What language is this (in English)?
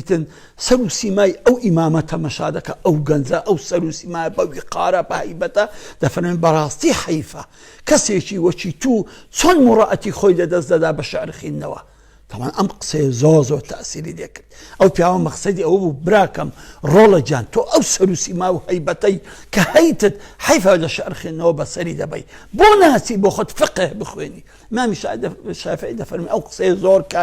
Central Kurdish